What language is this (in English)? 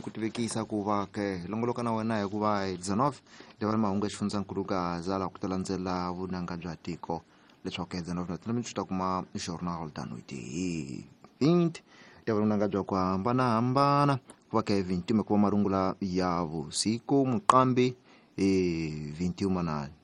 Tsonga